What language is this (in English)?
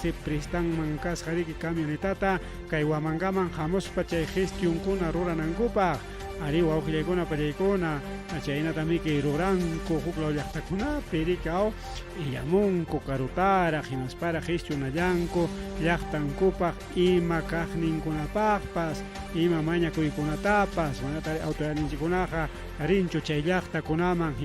Ayacucho Quechua